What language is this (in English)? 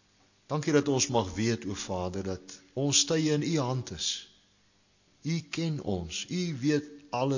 Afrikaans